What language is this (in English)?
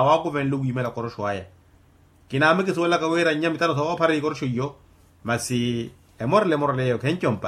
Makhuwa